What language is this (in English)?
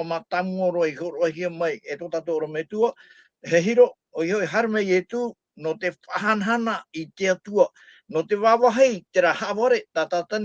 Tahitian